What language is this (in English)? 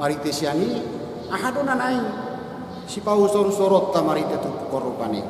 Batak Toba